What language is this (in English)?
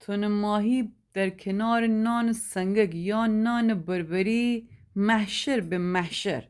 Gilaki